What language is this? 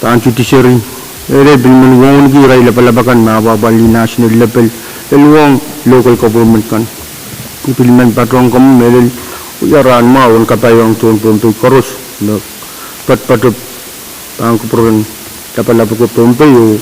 Pohnpeian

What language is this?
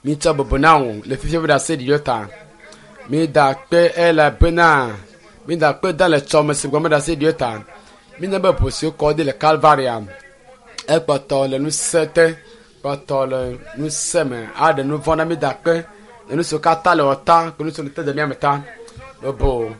Ewe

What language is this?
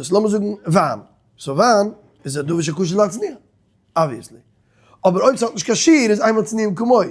Yiddish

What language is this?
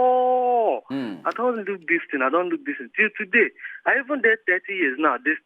Nigerian Pidgin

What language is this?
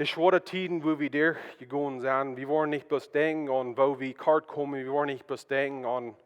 Plautdietsch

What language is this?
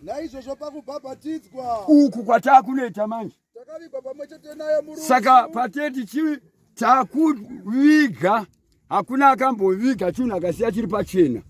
Shona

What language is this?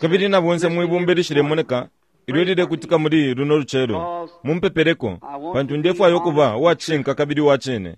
Bemba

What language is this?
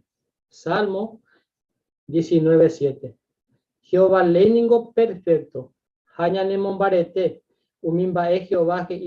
Guarani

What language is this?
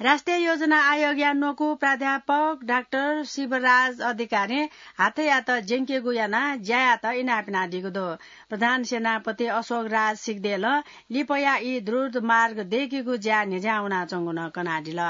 Newari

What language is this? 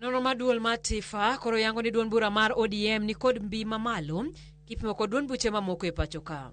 Luo (Kenya and Tanzania)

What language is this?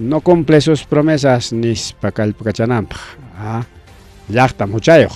Ayacucho Quechua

